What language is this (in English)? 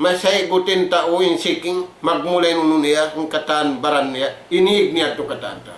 Tausug